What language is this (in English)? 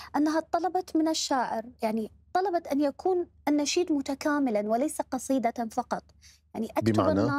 Mesopotamian Arabic